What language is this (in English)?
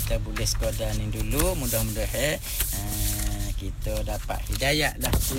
Malay